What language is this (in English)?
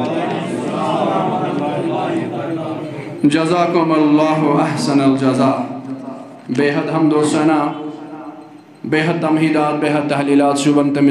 Kashmiri